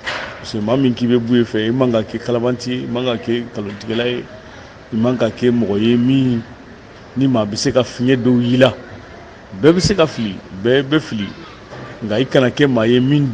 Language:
Bambara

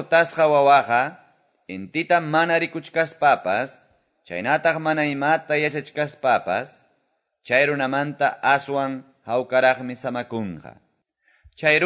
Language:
Quechua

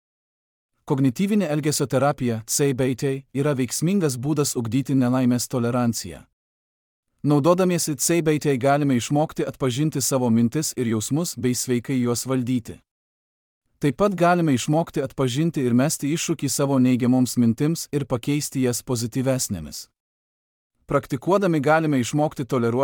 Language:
Lithuanian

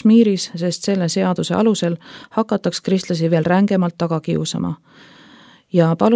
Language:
Estonian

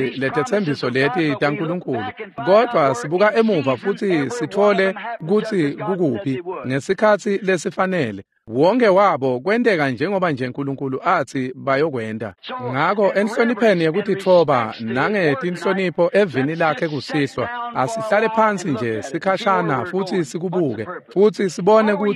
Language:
Swati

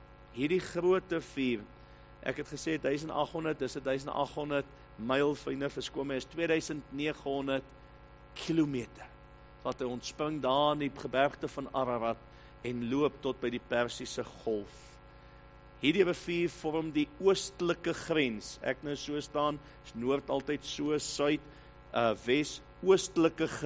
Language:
Afrikaans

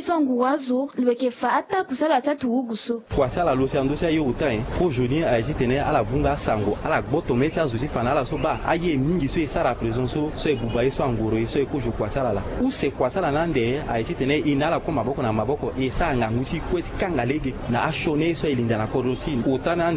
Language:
Sango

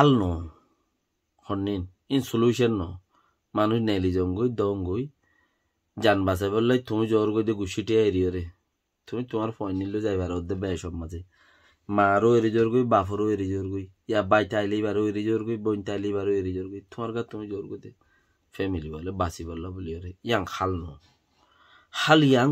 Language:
Rohingya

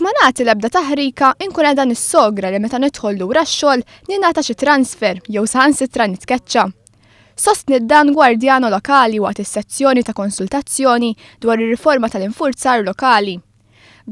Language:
Maltese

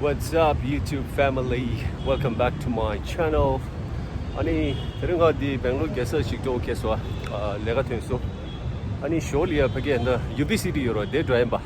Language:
Tibetan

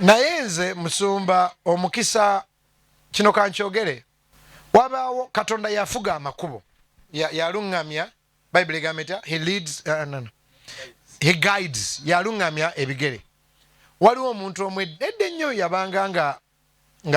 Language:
Ganda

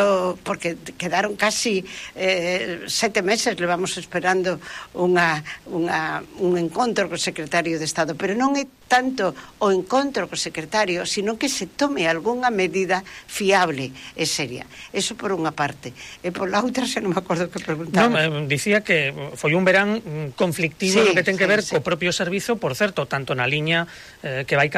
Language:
Galician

